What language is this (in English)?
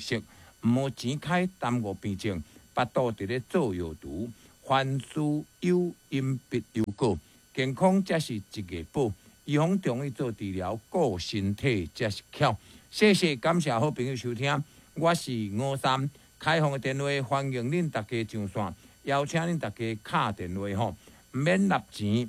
Min Nan Chinese